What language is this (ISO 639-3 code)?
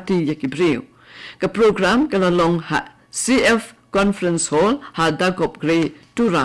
kha